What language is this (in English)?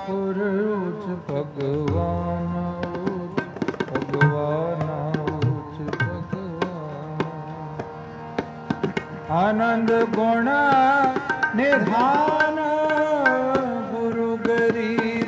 Punjabi